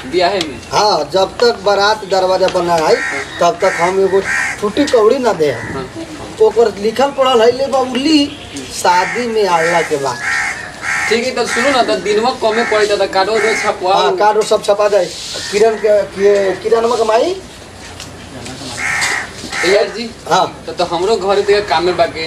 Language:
Bhojpuri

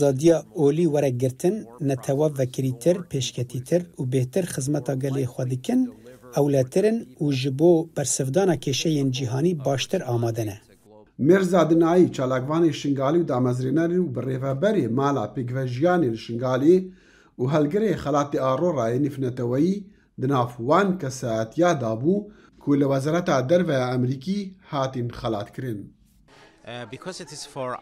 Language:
Kurdish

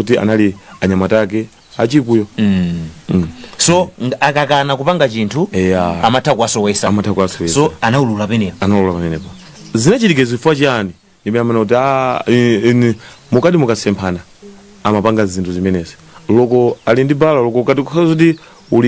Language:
Nyanja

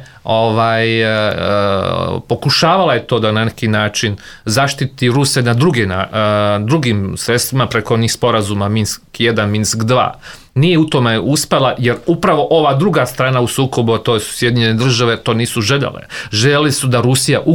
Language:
Serbian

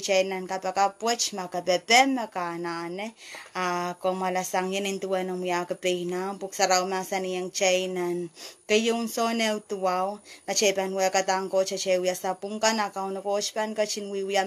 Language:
Pohnpeian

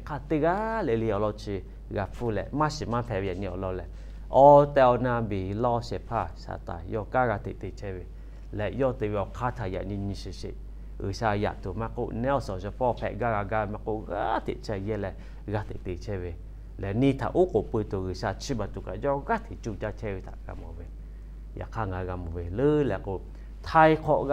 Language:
Lahu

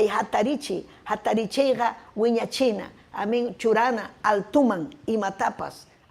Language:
Ayacucho Quechua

